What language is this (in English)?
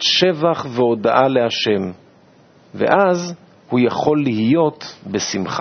Hebrew